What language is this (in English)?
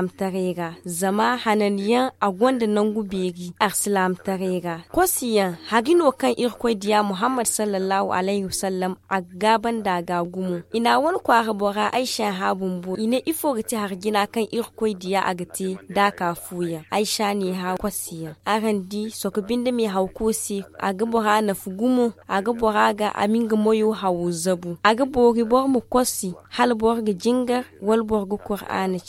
Zarma